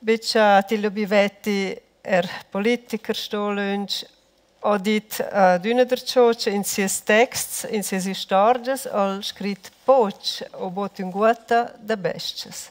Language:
Romansh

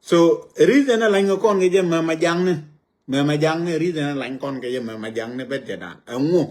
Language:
Nuer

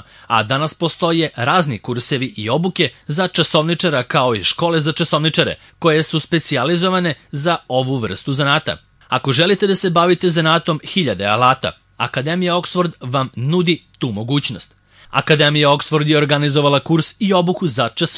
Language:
Serbian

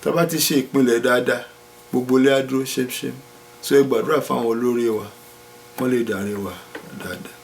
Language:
Yoruba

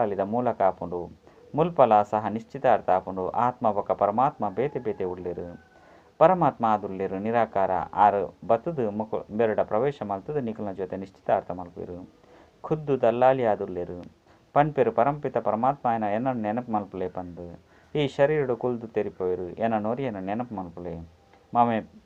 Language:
Tulu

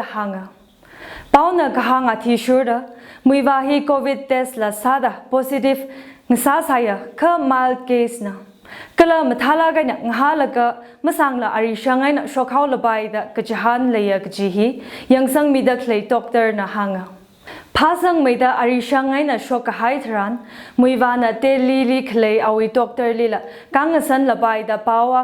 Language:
Tangkhul Naga (India)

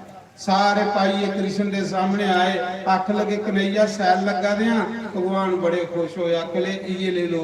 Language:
Dogri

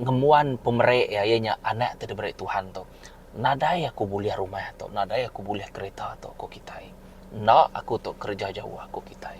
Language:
Iban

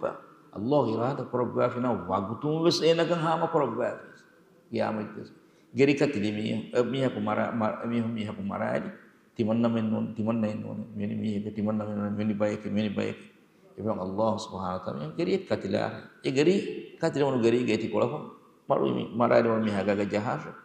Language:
Divehi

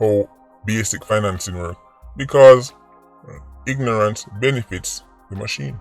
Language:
Jamaican Creole English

